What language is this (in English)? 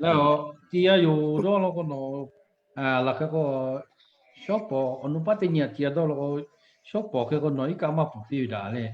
Lahu